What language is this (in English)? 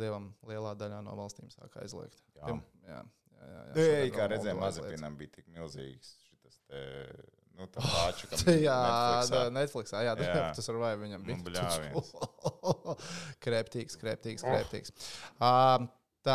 Latvian